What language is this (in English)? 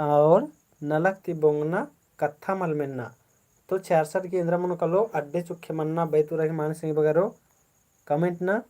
Kurukh